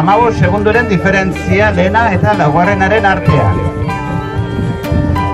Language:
Basque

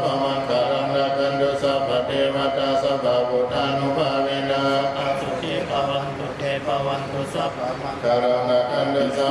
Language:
Pali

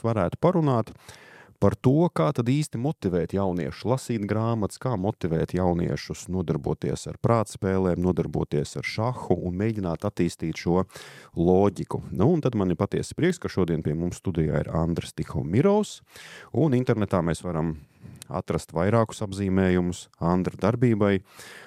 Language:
Latvian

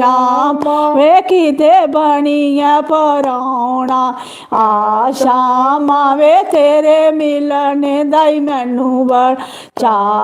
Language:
Dogri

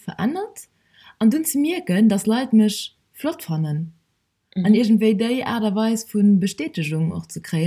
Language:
Luxembourgish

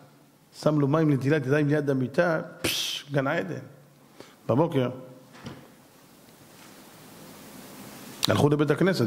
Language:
Hebrew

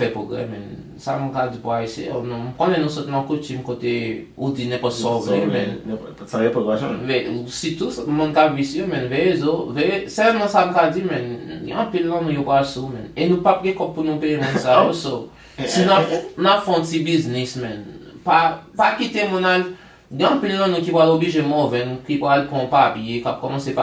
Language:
Haitian Creole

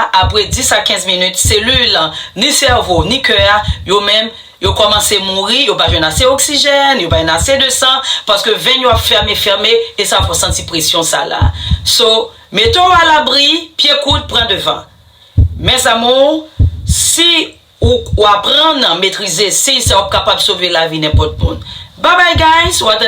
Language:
Haitian Creole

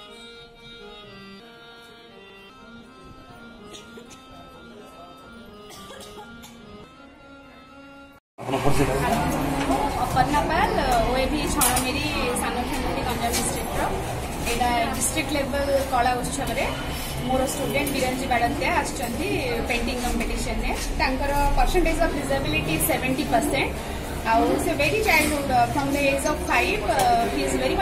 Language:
Odia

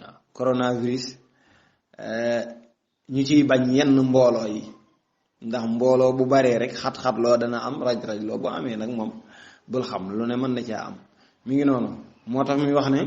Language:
Wolof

